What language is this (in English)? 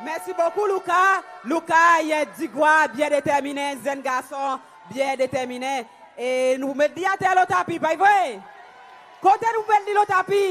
Seselwa Creole French